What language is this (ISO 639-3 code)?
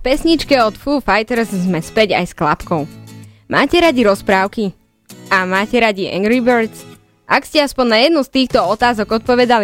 slk